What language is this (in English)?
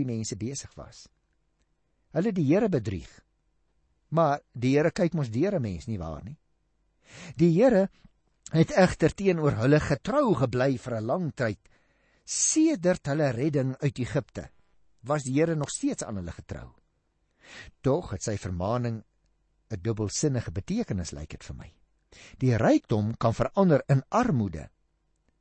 Afrikaans